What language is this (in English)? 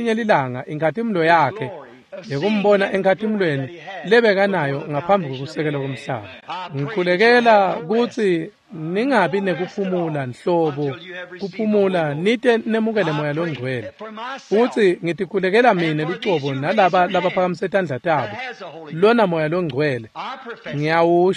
Swati